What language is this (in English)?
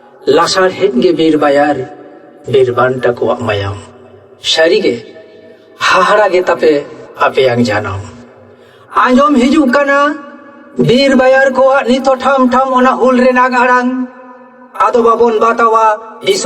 Santali